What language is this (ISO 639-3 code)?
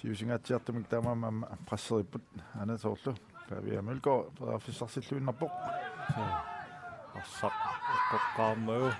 kal